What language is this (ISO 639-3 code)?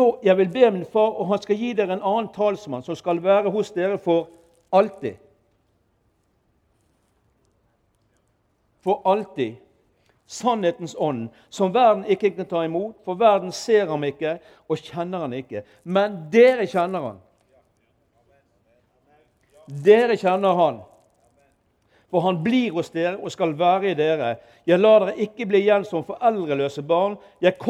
nor